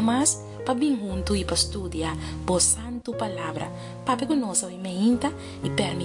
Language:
Papiamento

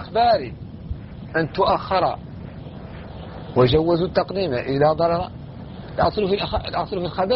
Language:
Arabic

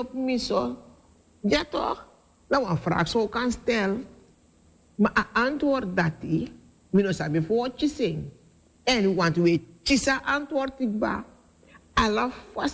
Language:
Sranan Tongo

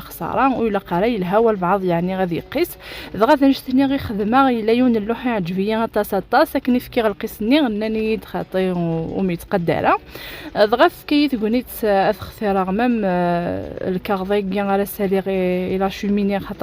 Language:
Kabyle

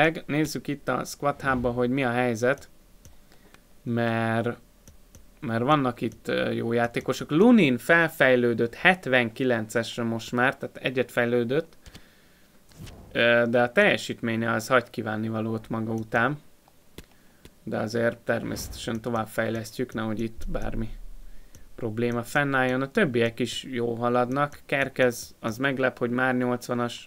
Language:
Hungarian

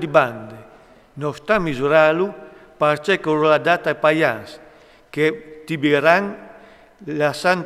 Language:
Friulian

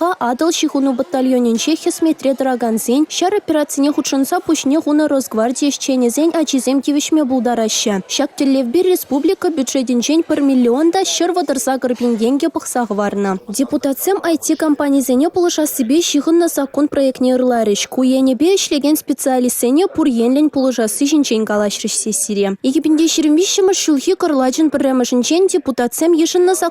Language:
Chuvash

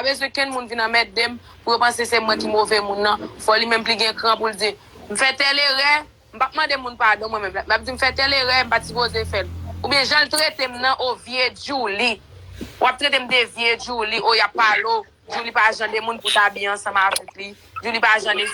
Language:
Haitian Creole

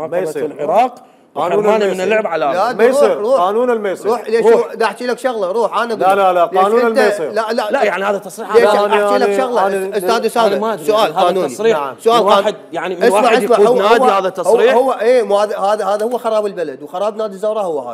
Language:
Mesopotamian Arabic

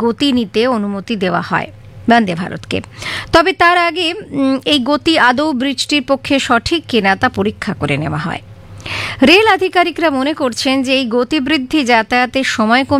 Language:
Bangla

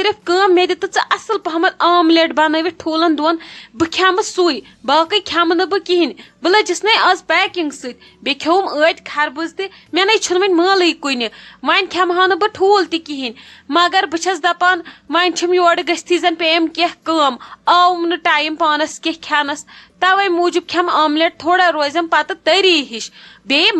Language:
Kashmiri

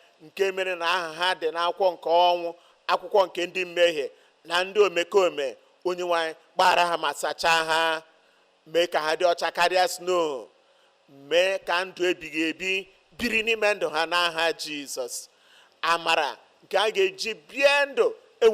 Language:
Igbo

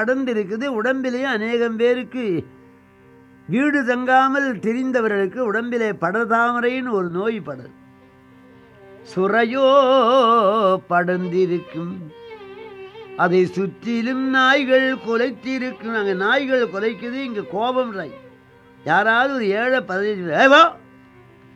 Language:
Tamil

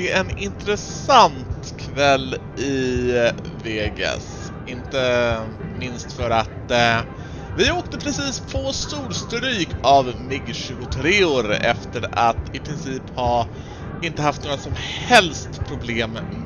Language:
Swedish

